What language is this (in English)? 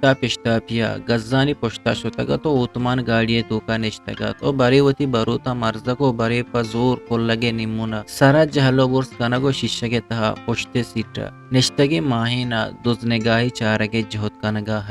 Eastern Balochi